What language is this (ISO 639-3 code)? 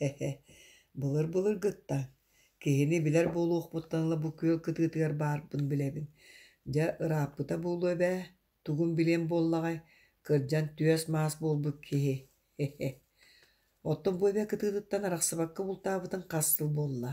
sah